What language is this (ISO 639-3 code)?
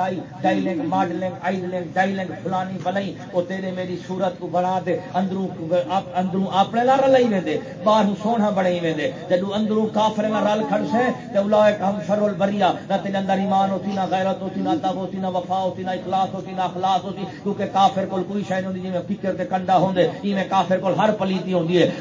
skr